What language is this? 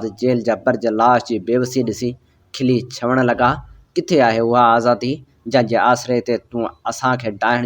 Sindhi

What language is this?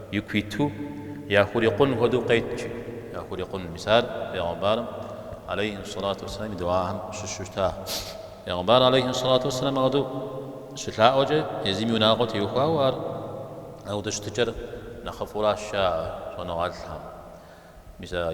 Kabardian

